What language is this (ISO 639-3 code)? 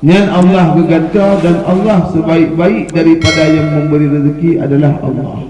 ace